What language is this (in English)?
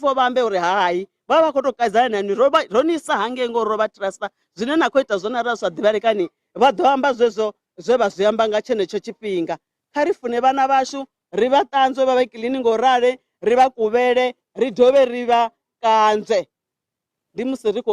Venda